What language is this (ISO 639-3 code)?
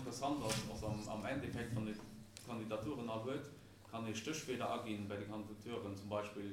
ltz